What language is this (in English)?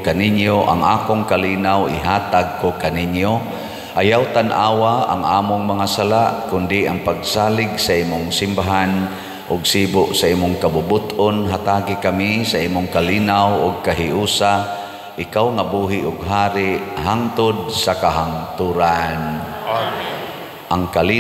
Cebuano